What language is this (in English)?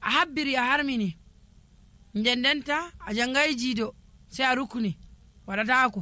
Nigerian Fulfulde